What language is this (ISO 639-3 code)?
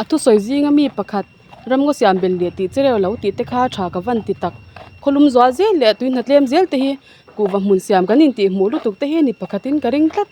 lus